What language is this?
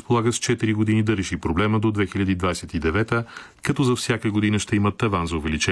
Bulgarian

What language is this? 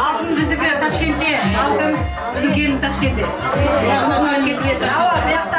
Kara-Kalpak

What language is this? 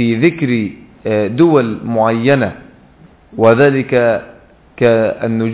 Arabic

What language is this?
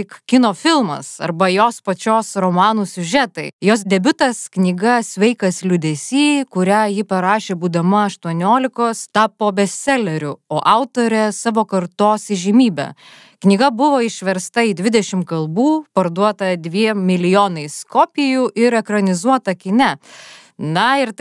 Lithuanian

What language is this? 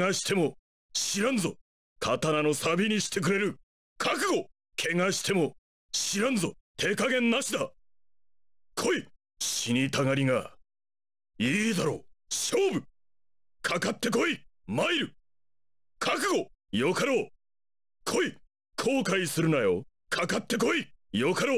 Japanese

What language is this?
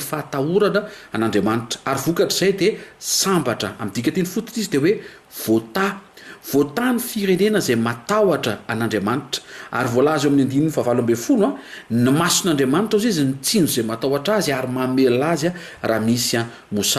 Malagasy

